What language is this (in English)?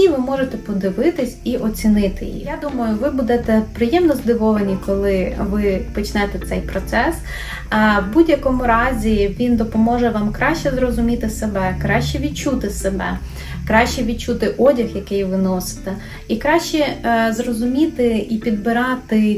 Ukrainian